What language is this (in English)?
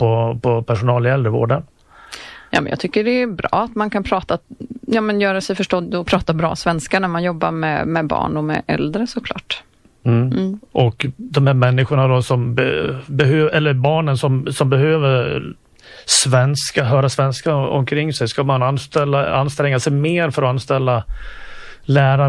Swedish